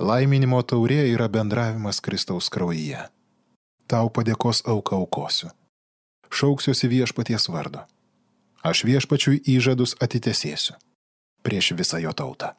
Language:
Lithuanian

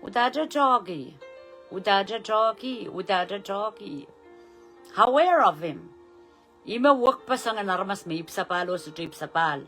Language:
Pohnpeian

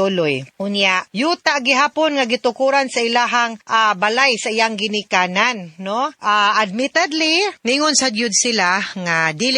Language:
Cebuano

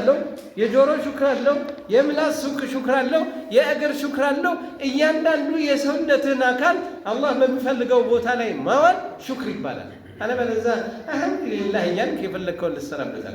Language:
Amharic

